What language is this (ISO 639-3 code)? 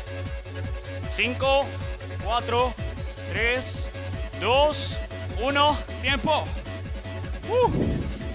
spa